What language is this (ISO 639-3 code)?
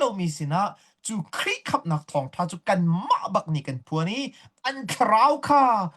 cnh